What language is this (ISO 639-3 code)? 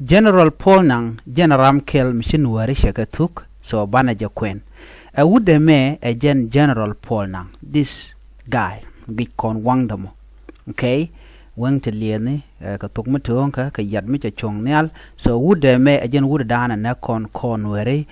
nus